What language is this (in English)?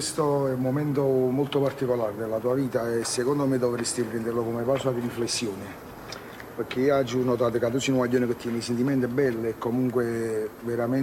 Neapolitan